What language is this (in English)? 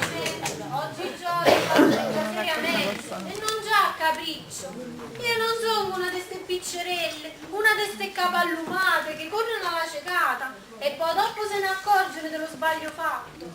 Neapolitan